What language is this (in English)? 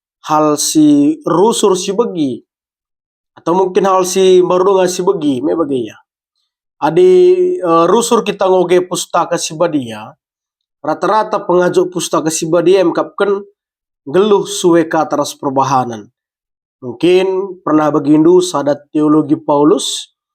Batak Karo